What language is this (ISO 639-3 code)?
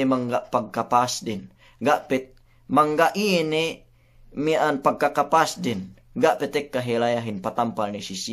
yka